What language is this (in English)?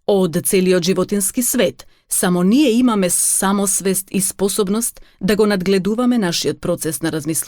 Macedonian